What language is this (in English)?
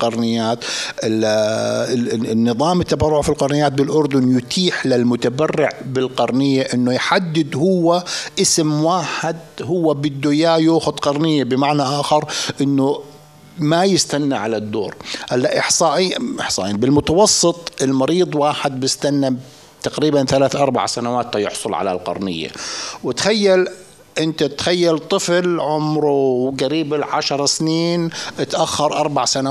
North Levantine Arabic